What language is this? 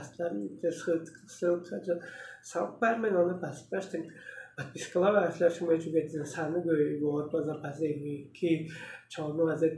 Tuvinian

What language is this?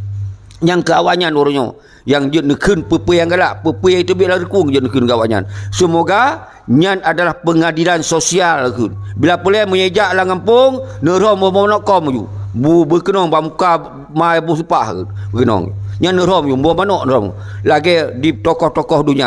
Achinese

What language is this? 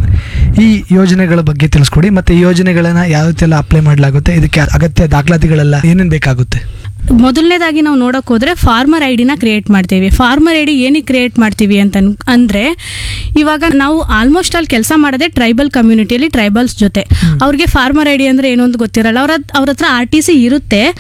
Kannada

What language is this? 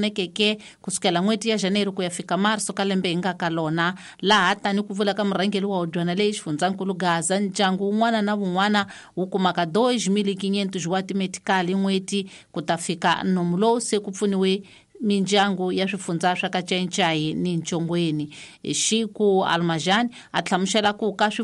Tsonga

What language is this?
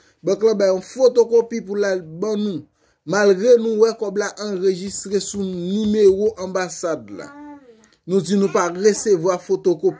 Haitian Creole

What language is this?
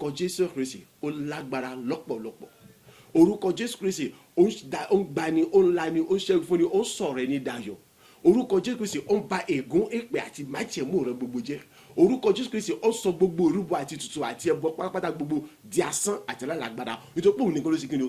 Yoruba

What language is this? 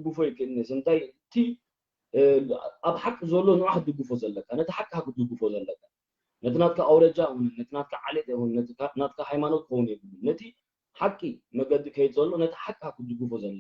Tigrinya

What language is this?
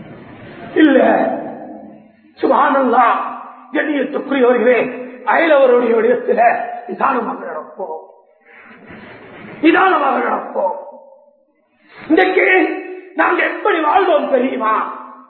Tamil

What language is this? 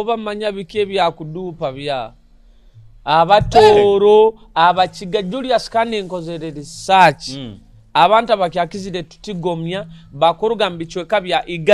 Nyoro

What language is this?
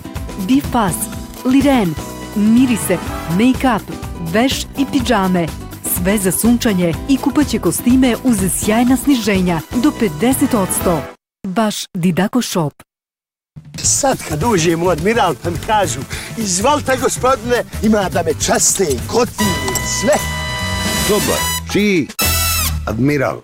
Bosnian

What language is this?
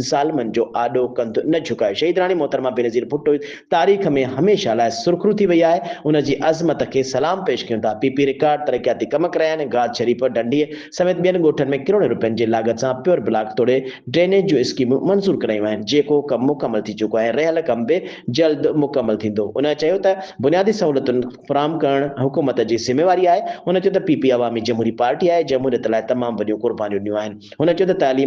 Sindhi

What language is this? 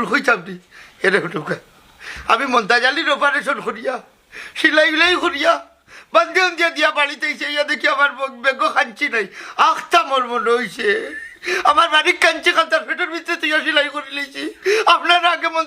Sylheti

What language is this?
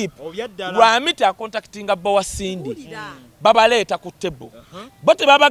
Ganda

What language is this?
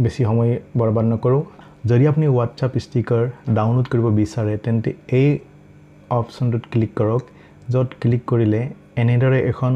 Assamese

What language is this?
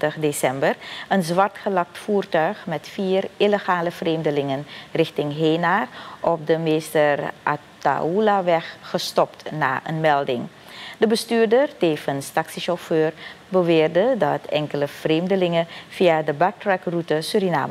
Dutch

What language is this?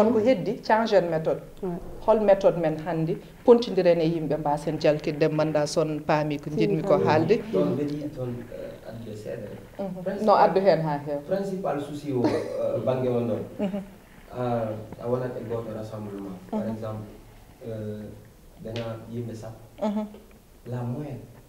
Fula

